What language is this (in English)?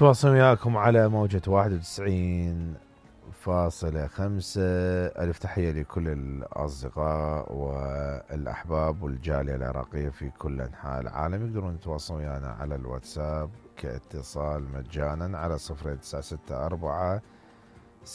Mesopotamian Arabic